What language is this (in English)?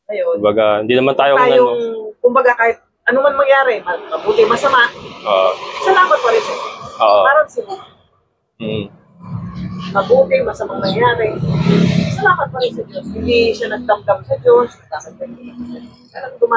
Filipino